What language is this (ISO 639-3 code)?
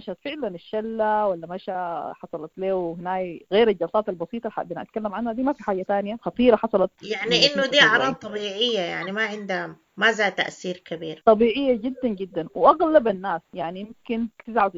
apd